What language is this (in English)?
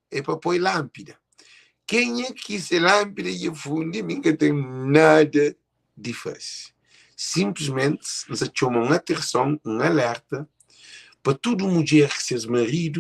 Kabuverdianu